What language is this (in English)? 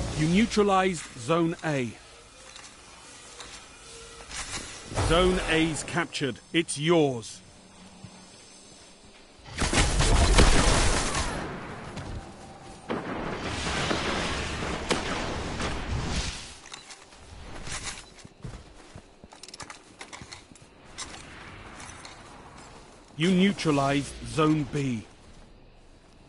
English